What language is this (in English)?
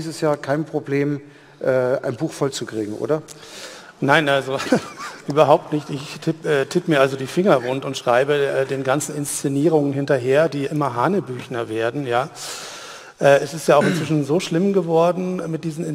German